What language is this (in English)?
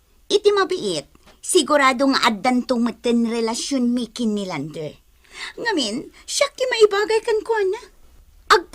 Iloko